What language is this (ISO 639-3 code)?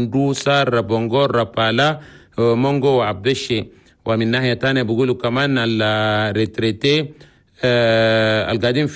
shu